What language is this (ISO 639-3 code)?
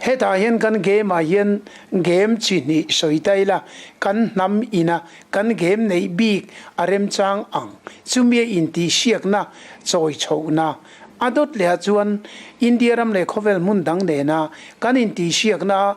lus